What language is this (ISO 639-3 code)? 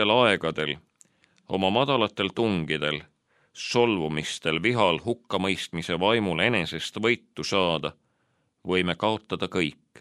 est